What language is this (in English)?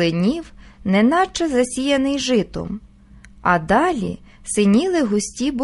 Ukrainian